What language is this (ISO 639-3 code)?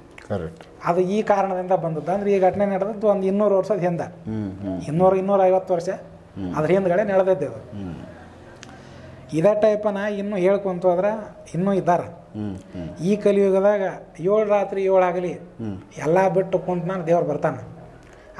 kan